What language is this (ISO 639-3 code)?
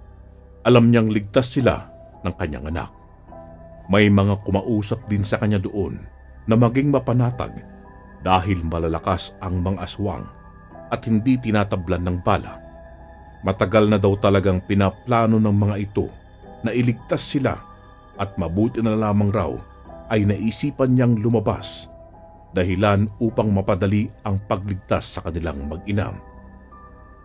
fil